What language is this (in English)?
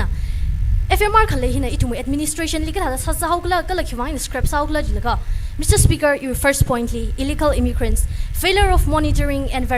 Tangkhul Naga (India)